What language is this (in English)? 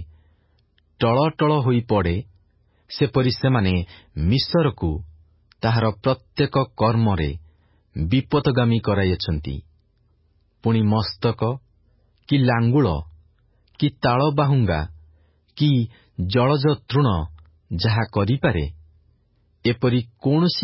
Odia